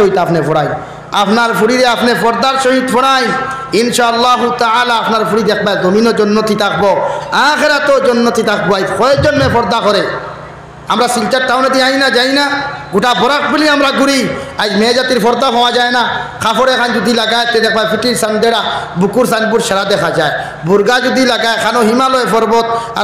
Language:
Sylheti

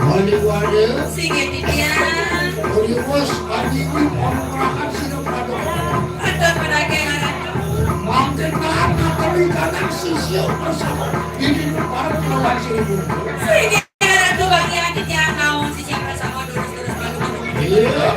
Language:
Balinese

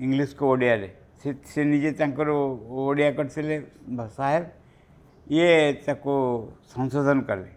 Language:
Odia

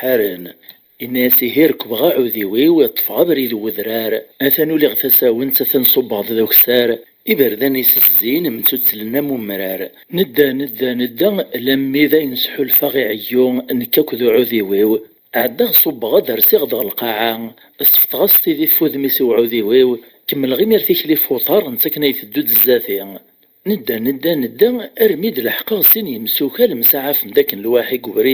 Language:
Kabyle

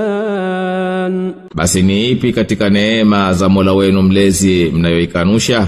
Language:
Swahili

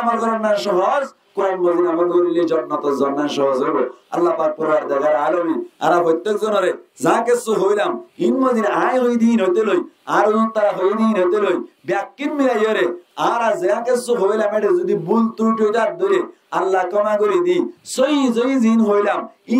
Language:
Rohingya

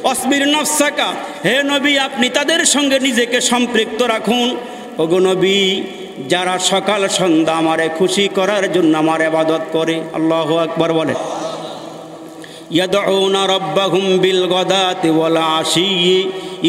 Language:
Bangla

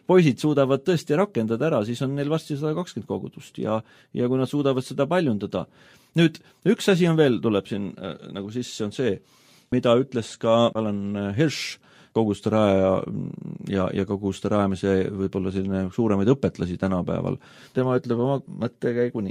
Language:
Estonian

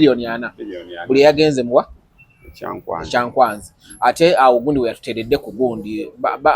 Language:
Ganda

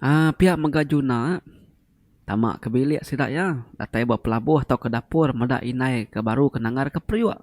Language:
Iban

